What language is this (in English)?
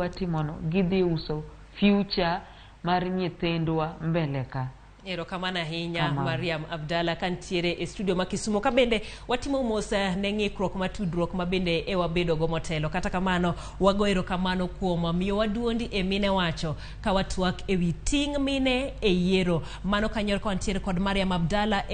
Luo (Kenya and Tanzania)